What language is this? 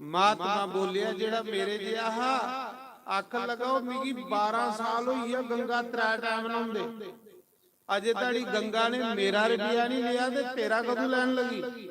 Dogri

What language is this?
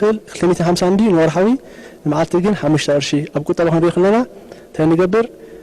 Tigrinya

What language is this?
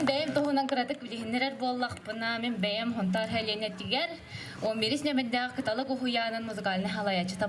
Yakut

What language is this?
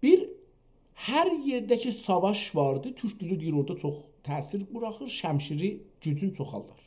South Azerbaijani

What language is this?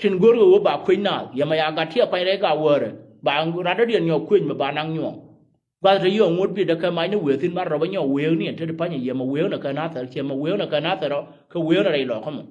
Nuer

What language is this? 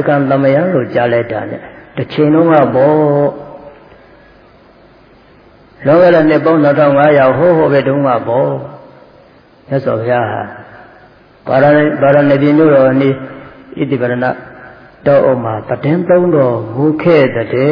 Burmese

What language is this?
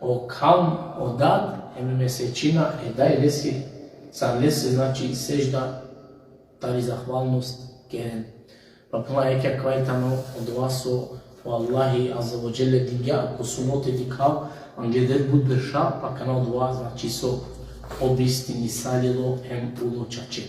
Balkan Romani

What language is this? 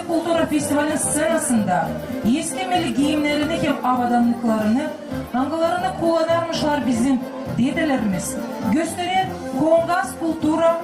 Gagauz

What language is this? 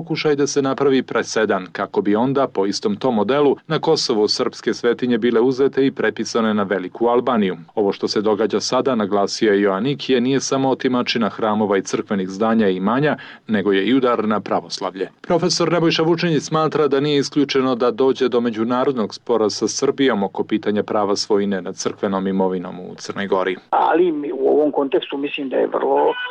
Serbian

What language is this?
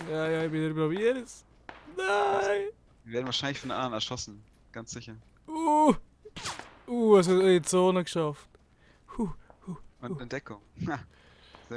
Swiss German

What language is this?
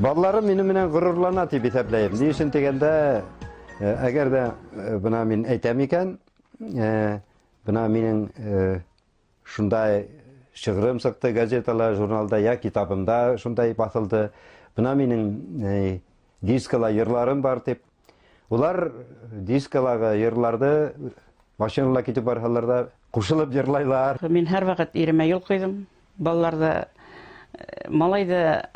Bashkir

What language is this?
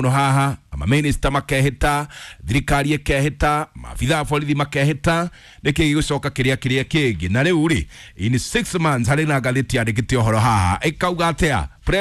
Kikuyu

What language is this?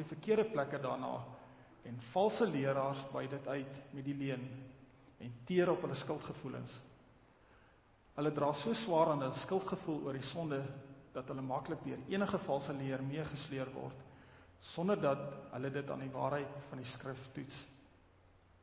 Afrikaans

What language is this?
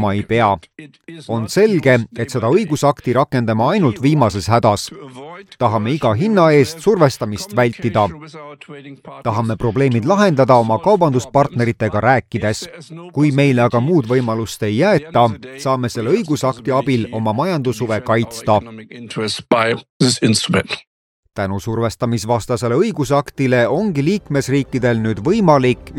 Estonian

